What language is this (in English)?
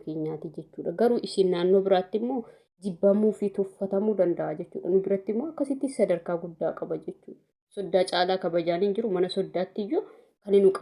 Oromo